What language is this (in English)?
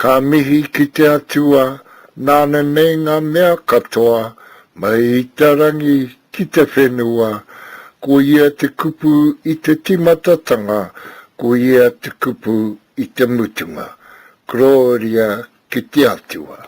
Māori